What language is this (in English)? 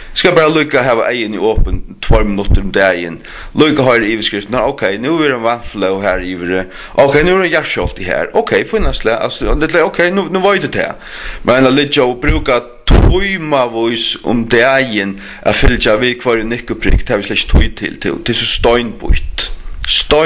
Faroese